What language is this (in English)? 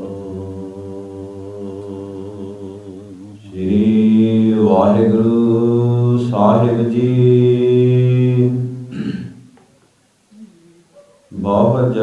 Punjabi